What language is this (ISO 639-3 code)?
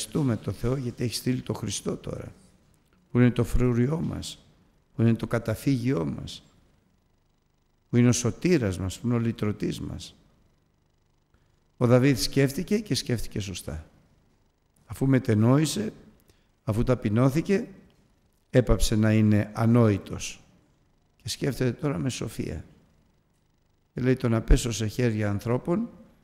ell